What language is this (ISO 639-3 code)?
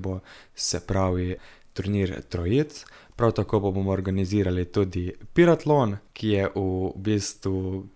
slv